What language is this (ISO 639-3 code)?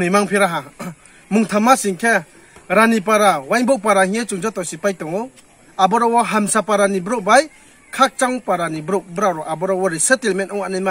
ria